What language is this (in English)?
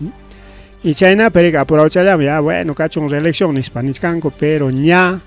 Ayacucho Quechua